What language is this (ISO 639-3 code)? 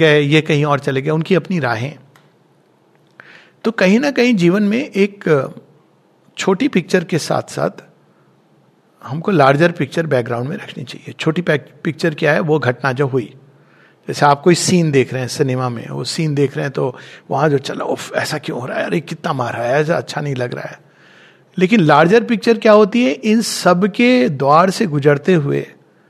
hin